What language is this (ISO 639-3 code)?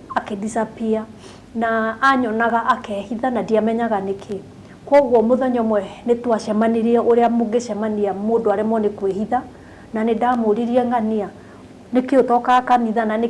kik